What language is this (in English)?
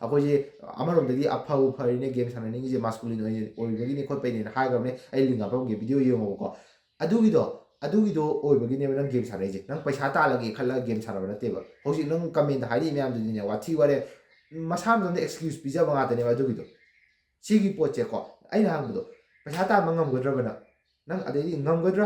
Manipuri